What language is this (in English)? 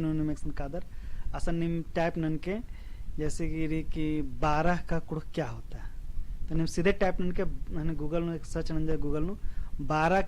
Kurukh